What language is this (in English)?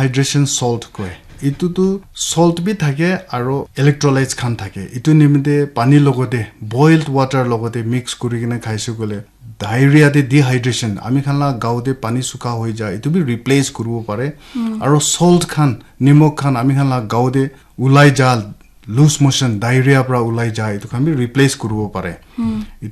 Naga Pidgin